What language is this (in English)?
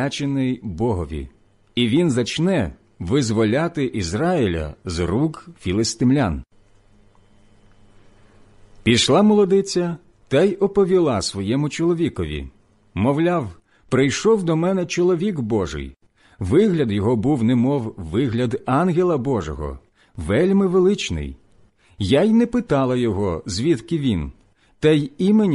Ukrainian